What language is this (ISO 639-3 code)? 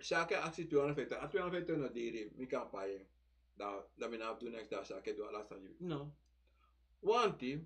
srn